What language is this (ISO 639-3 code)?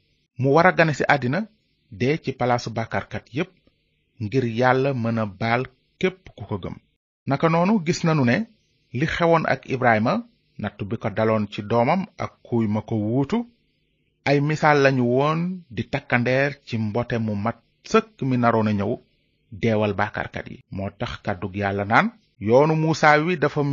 wol